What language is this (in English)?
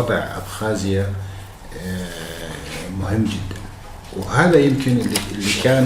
North Levantine Arabic